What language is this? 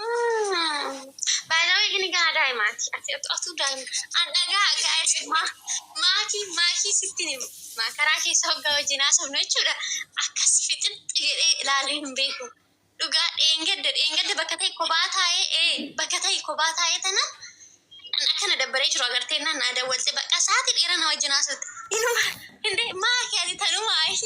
Oromo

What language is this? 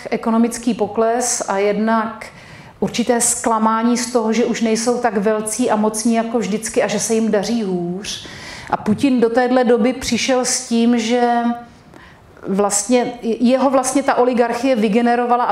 Czech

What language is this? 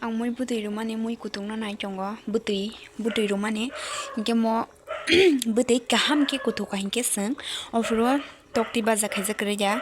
Kok Borok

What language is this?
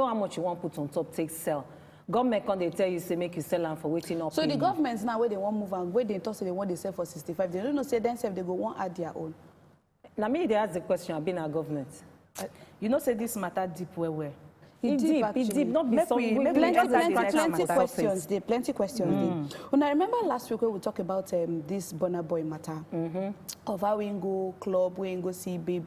Nigerian Pidgin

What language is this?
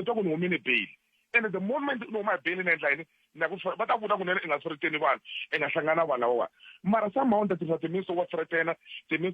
Tsonga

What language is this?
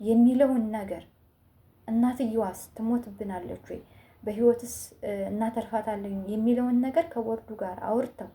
Amharic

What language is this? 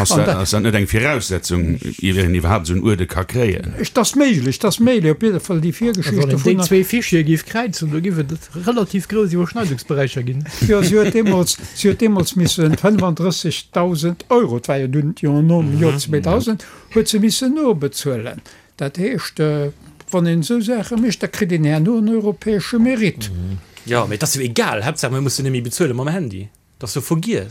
Luxembourgish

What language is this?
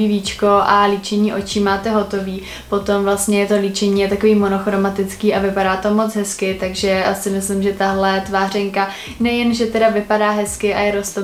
Czech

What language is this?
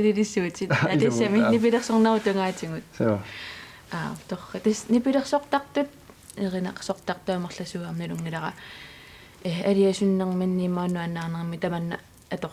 Kalaallisut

